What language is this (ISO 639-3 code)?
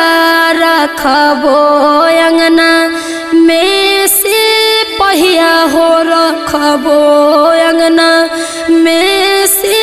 bho